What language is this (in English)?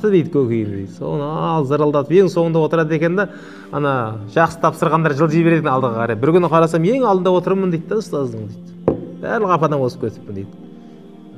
Kazakh